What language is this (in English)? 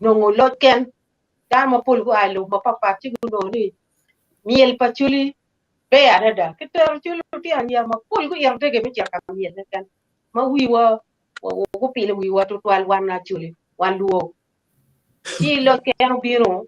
Acoli